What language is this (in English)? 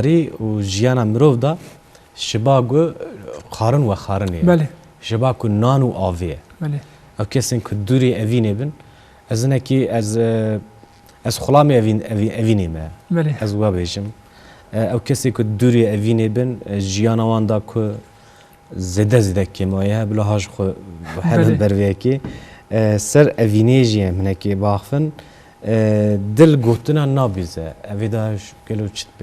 Kurdish